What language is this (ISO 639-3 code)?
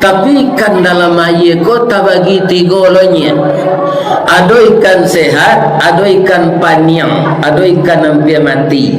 min